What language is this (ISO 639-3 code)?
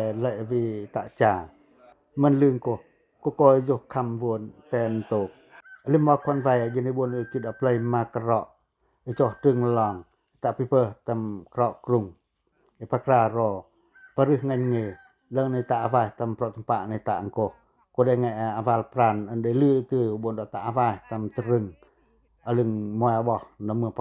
pac